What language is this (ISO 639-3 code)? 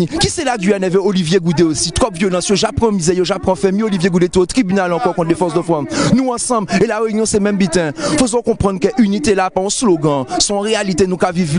gcf